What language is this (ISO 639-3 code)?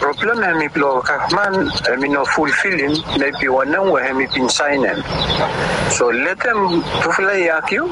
bis